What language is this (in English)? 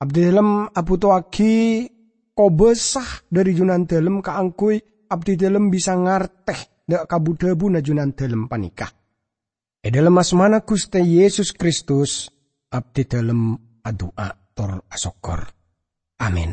Madurese